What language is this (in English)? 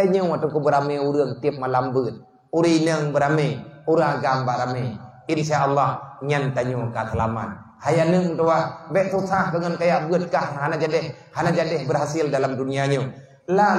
Achinese